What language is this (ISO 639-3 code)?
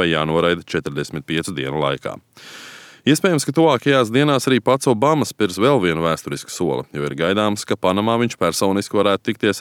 lav